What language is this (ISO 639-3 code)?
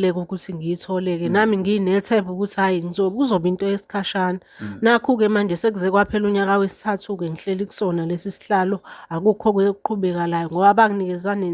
zul